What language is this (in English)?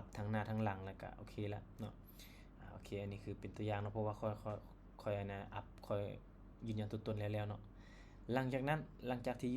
Lao